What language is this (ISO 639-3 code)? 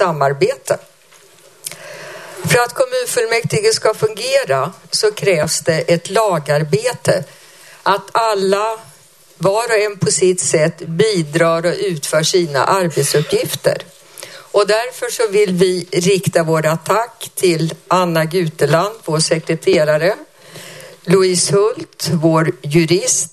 swe